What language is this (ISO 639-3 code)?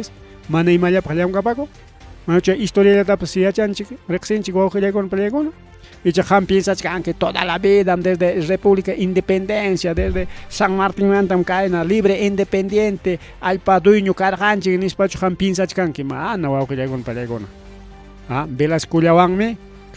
quy